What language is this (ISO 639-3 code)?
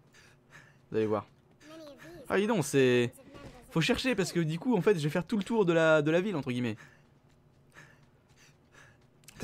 fra